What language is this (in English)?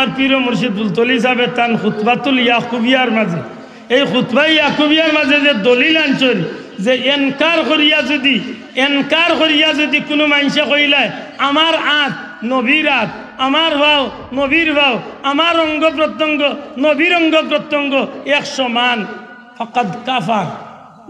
Sylheti